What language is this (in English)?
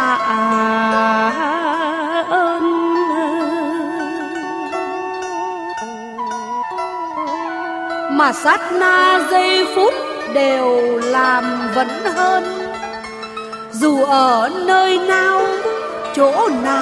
Vietnamese